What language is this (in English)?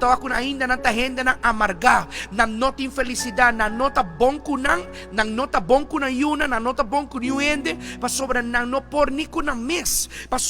Papiamento